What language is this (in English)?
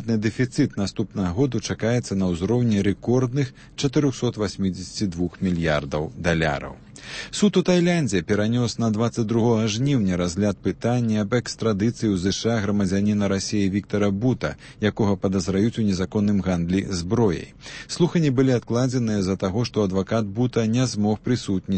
Belarusian